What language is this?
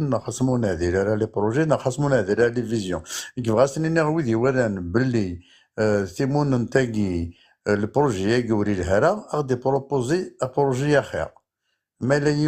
Kabyle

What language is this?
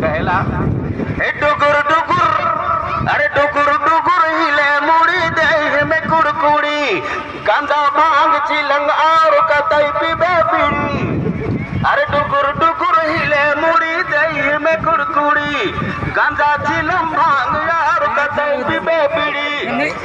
Sadri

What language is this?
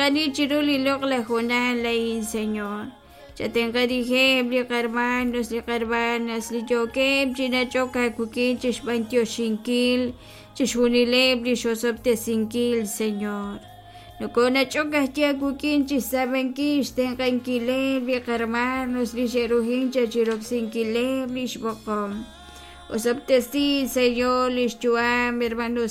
Kekchí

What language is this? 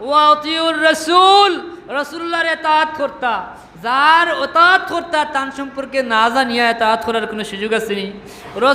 Sylheti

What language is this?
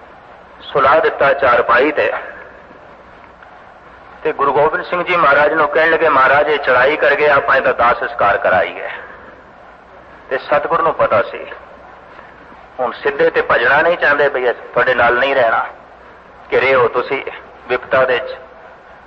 Punjabi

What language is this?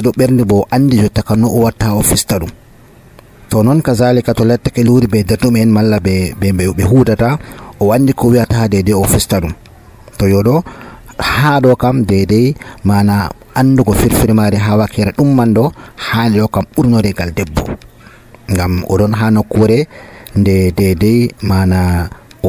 Nigerian Fulfulde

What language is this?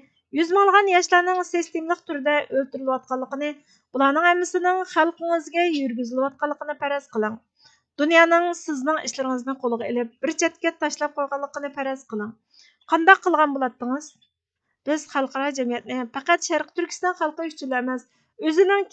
Uyghur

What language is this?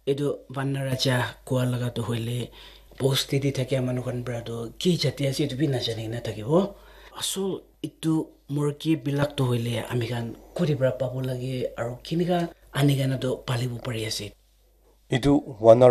Naga Pidgin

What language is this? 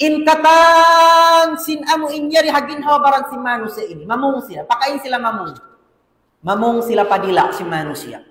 Tausug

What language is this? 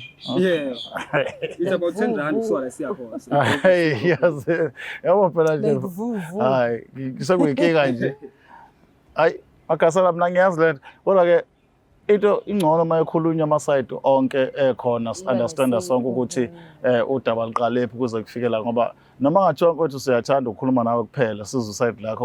Zulu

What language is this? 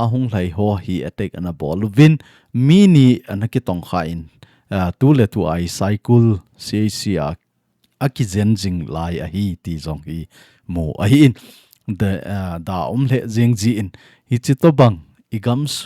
Thado Chin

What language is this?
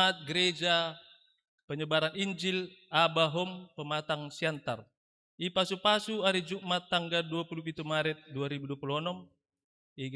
Batak Simalungun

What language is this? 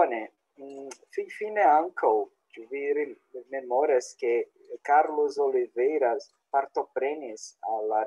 Esperanto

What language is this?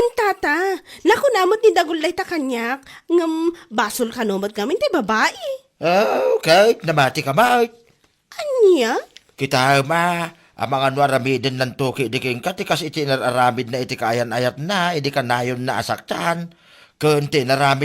Iloko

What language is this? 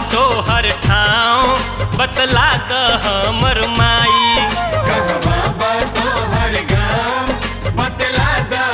Bhojpuri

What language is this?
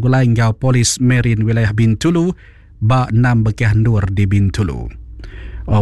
Iban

